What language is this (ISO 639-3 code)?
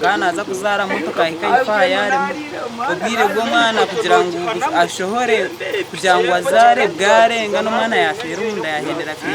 nyn